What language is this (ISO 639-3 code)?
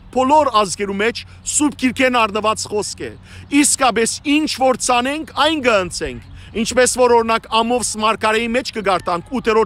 hyw